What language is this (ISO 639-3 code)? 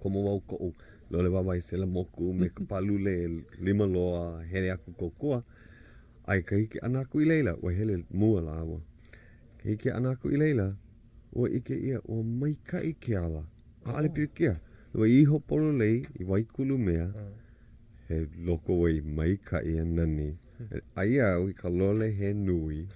haw